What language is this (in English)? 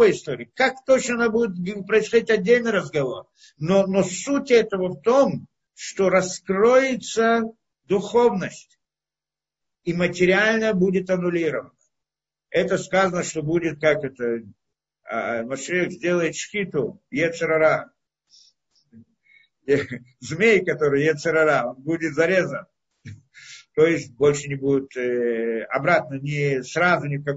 Russian